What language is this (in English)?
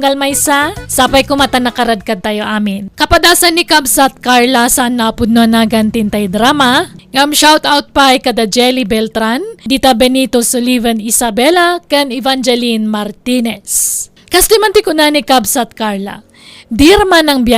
Iloko